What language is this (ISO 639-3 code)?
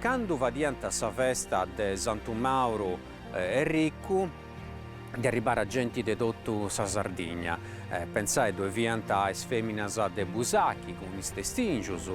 srd